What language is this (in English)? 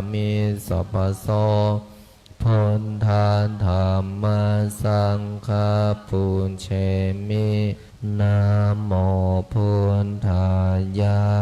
Pali